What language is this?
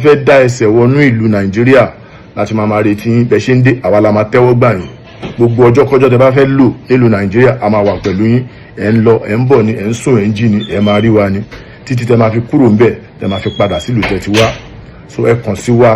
Yoruba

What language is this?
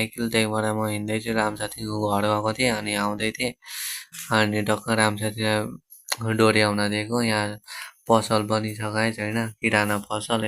Nepali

